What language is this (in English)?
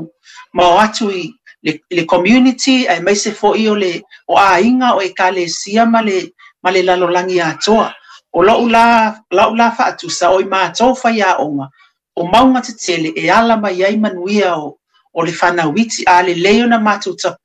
Samoan